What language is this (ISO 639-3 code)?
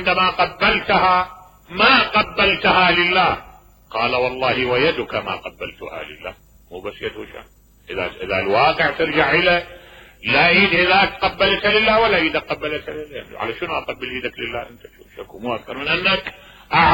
acm